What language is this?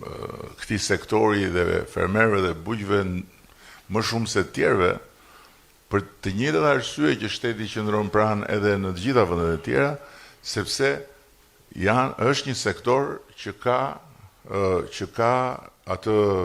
Albanian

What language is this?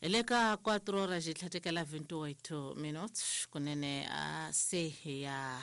Tsonga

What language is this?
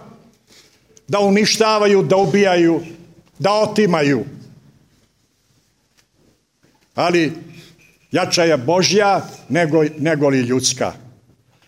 Croatian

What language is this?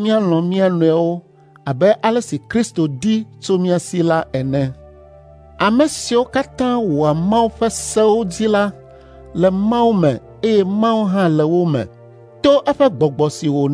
Ewe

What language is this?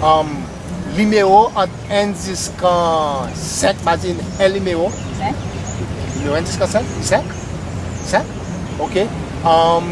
Seselwa Creole French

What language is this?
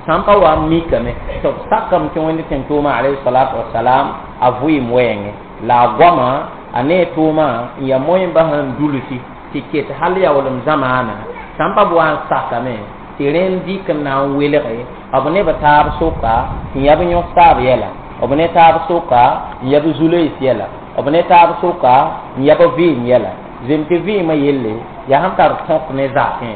Mossi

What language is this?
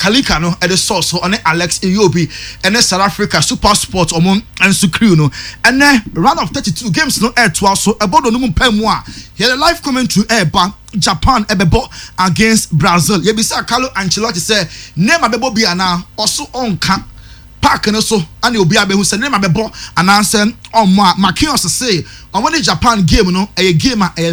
Akan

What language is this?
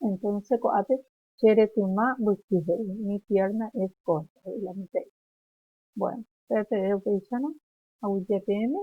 Guarani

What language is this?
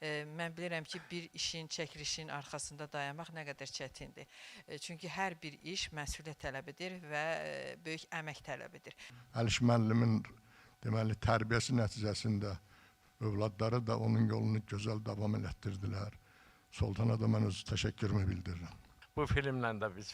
Azerbaijani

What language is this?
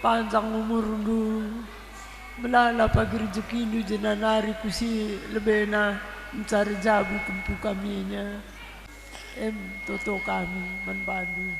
Batak Karo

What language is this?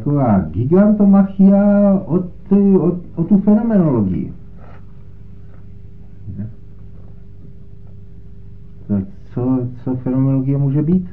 Czech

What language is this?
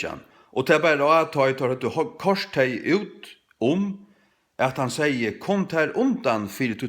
Faroese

